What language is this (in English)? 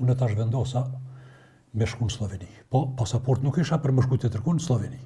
Albanian